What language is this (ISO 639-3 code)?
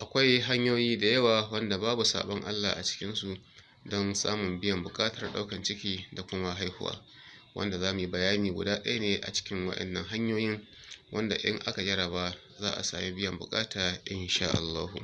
hau